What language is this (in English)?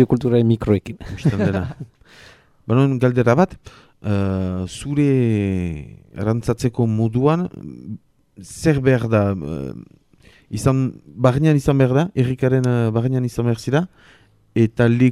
Basque